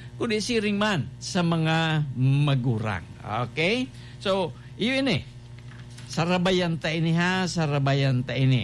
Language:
Bikol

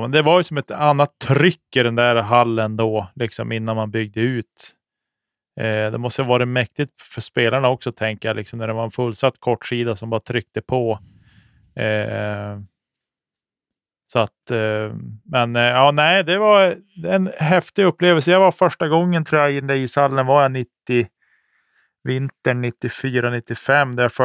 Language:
Swedish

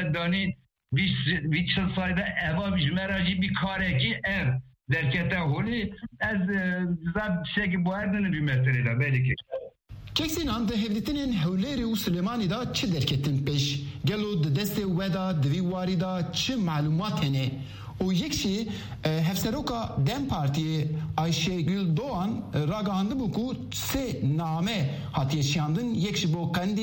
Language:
Kurdish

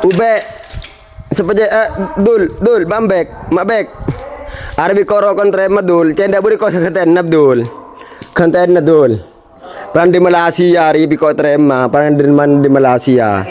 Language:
Madurese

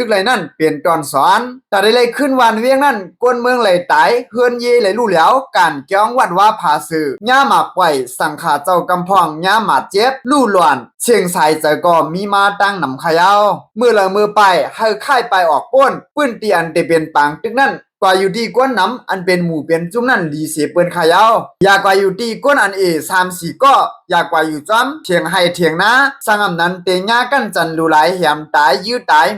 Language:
Shan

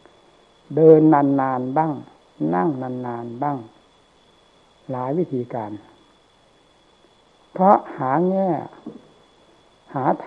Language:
Thai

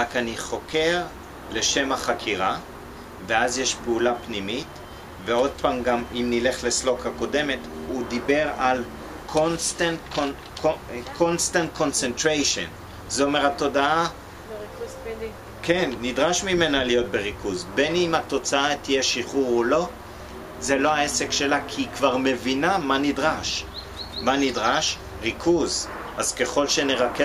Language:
Hebrew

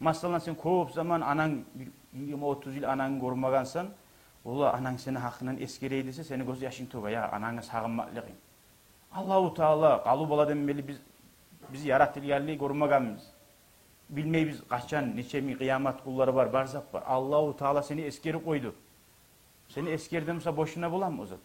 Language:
Kumyk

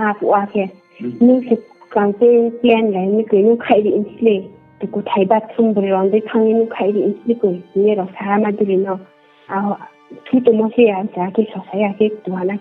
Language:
Riang (India)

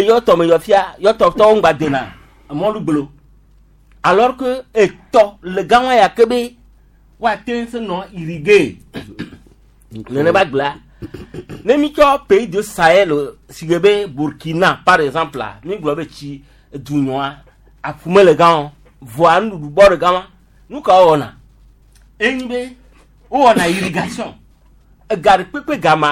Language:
Gen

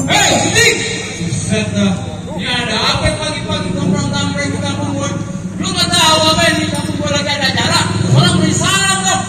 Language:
Betawi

